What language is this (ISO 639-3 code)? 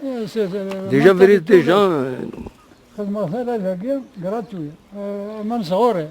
kab